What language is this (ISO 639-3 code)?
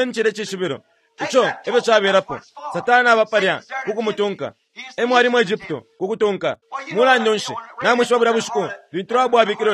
bem